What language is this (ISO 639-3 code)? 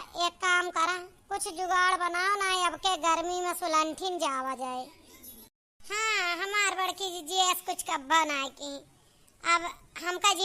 awa